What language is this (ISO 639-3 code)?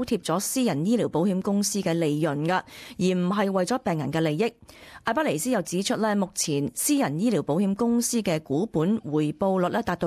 yue